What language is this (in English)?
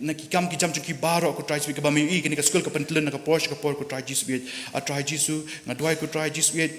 Khasi